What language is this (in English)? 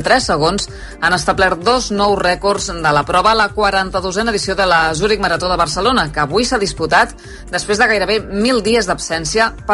Catalan